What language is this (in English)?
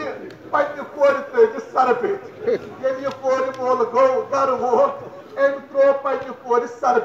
Kashmiri